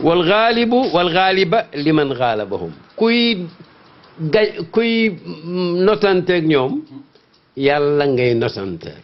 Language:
Wolof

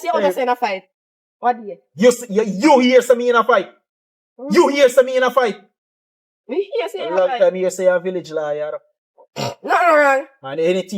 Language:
Jamaican Creole English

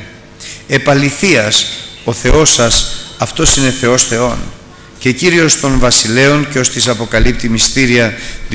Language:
Greek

